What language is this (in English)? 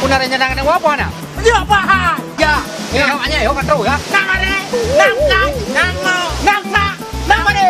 Achinese